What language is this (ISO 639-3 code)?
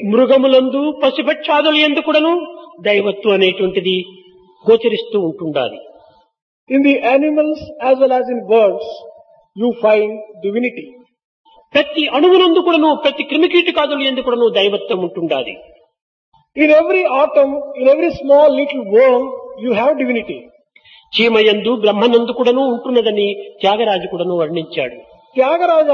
tel